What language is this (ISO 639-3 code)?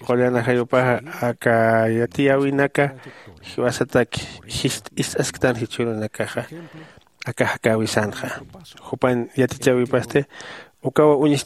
aym